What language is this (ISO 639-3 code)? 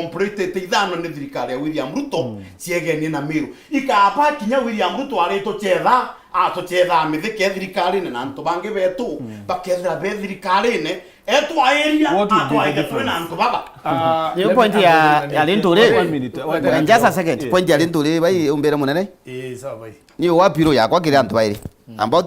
mer